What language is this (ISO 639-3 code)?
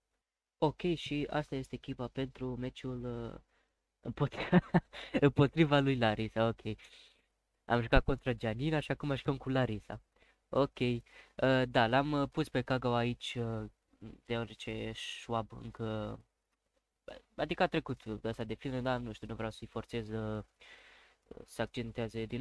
ron